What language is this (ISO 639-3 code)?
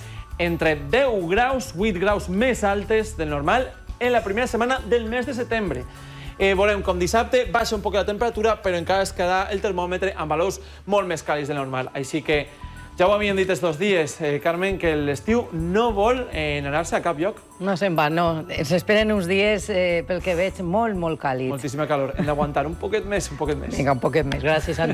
cat